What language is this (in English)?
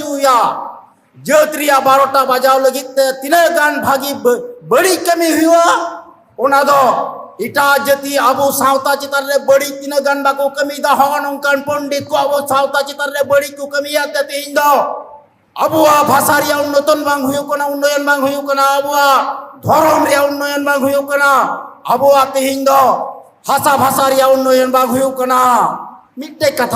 Santali